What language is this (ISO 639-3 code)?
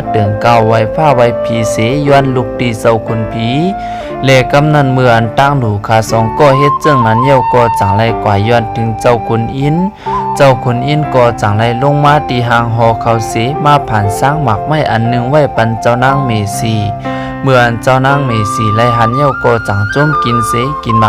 shn